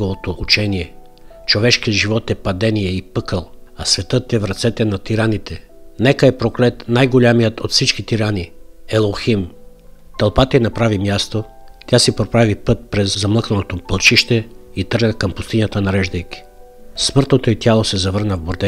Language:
Bulgarian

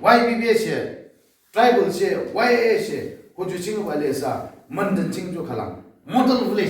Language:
Yimchungru Naga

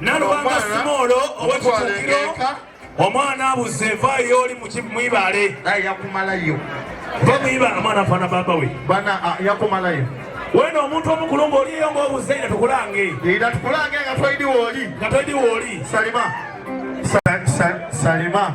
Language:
Soga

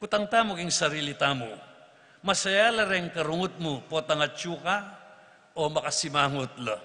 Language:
Pampanga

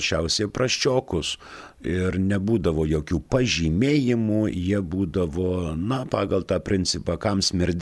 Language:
Lithuanian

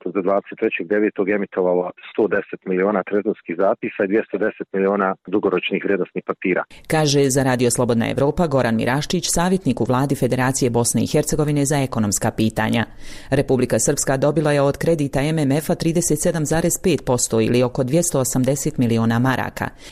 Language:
Bosnian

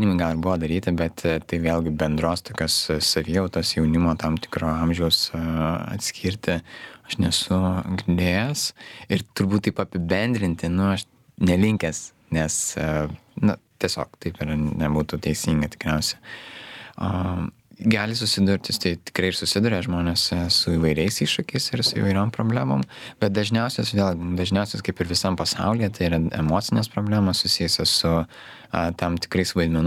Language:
Lithuanian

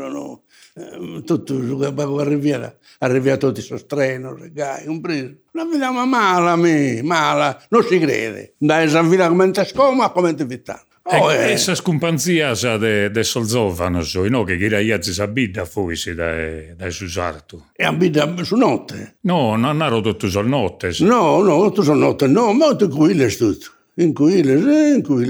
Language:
Sardinian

